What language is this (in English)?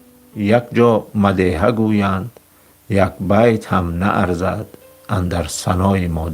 Tajik